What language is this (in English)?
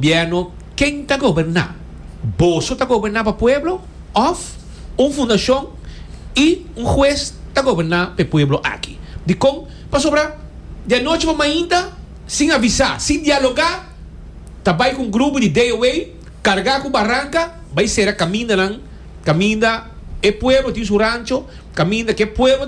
Papiamento